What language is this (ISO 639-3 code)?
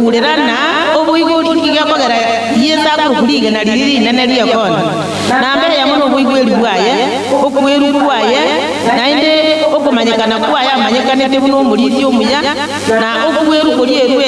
guz